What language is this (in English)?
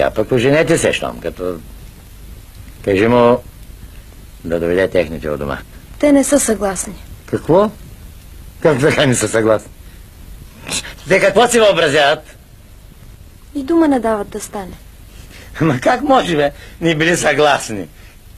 Bulgarian